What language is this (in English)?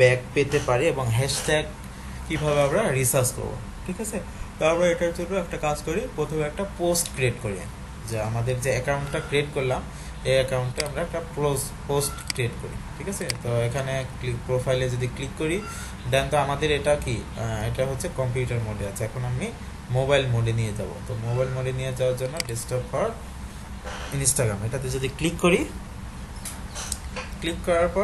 Bangla